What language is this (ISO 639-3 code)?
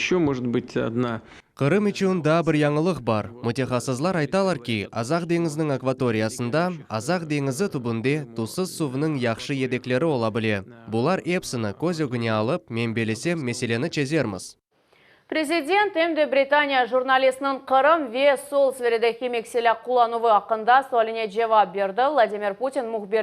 crh